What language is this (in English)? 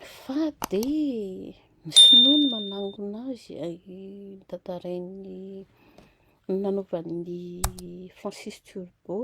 Malagasy